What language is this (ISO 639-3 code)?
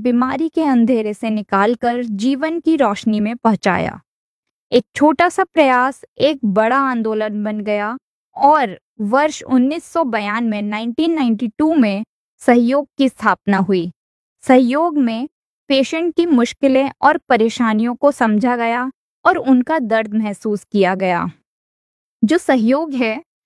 hin